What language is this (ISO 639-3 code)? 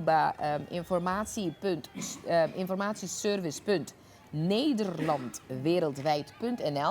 pap